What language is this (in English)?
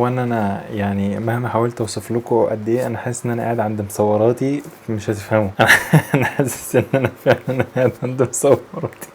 Egyptian Arabic